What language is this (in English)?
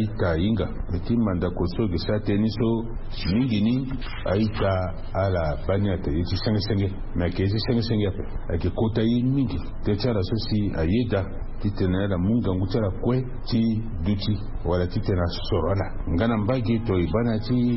Sango